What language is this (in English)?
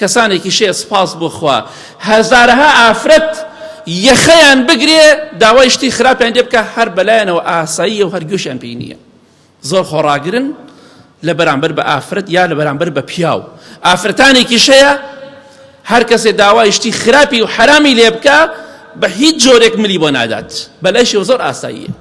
Central Kurdish